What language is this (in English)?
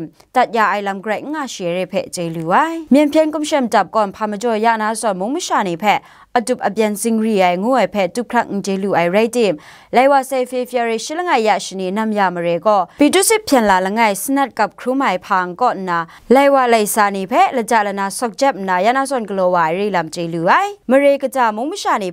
Kachin